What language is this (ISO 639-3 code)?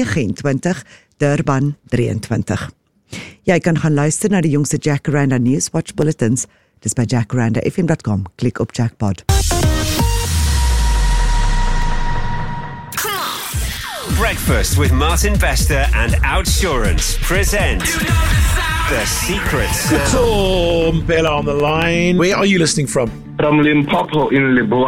afr